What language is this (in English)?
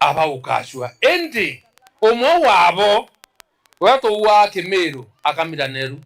Meru